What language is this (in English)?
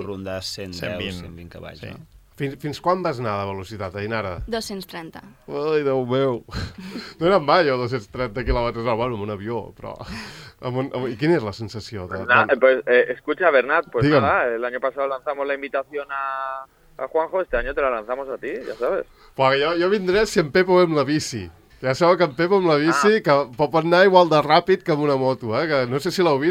Catalan